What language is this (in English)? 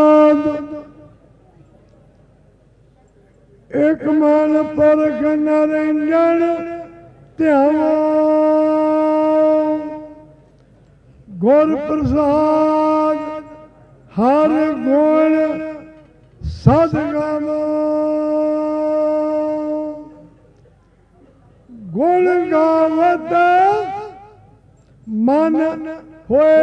Punjabi